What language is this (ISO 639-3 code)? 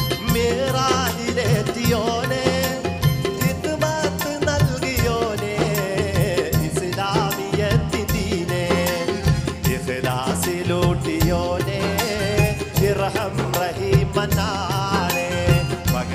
mal